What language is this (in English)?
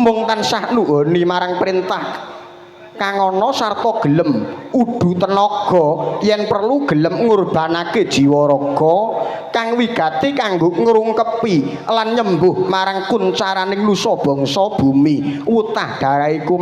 Javanese